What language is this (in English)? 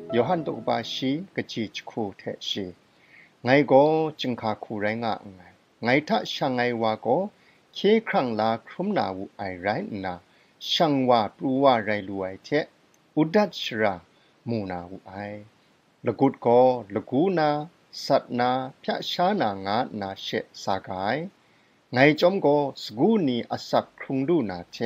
Kachin